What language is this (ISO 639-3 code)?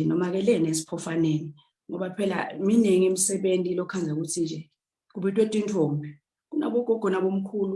ssw